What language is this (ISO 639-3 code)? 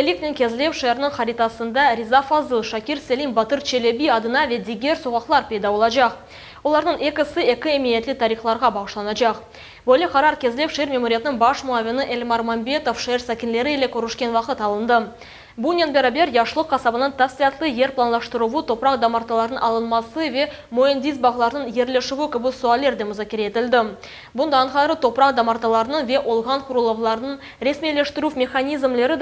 crh